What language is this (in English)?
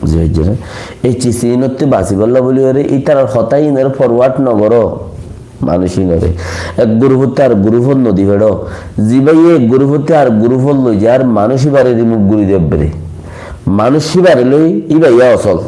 Rohingya